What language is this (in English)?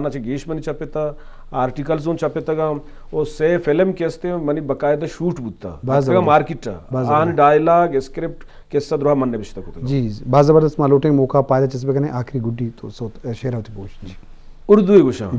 Eastern Balochi